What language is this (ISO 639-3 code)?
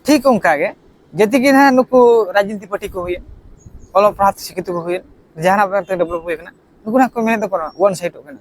sat